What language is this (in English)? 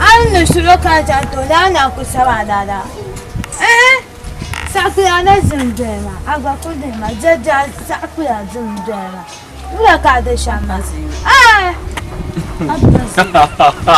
Dagbani